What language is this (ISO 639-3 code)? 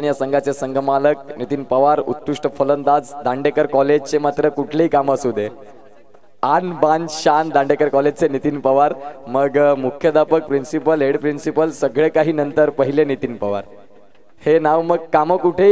mar